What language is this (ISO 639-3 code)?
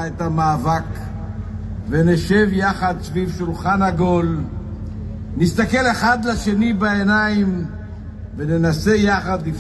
heb